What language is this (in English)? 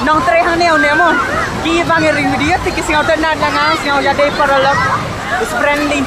Khasi